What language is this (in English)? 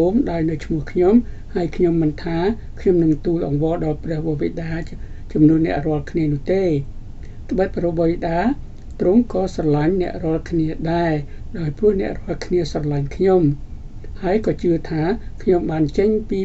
Khmer